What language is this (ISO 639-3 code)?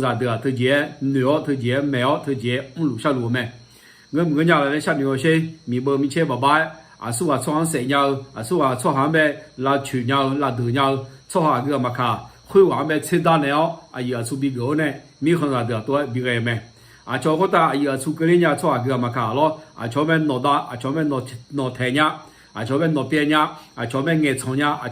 ahk